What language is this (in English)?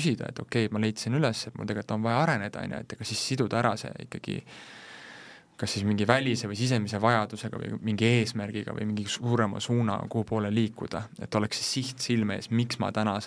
Estonian